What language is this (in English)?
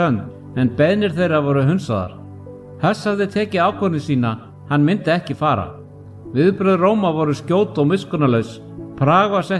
Icelandic